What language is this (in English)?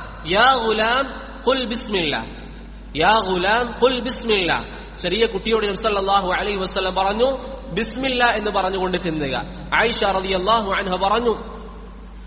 Malayalam